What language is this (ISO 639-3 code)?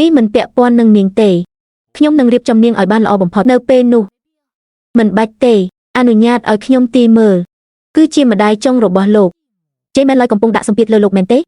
khm